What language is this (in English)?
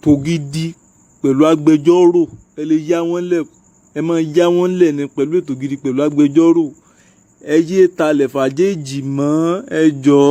Yoruba